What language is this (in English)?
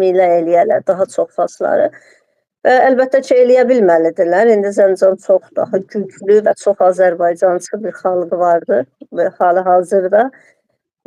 Azerbaijani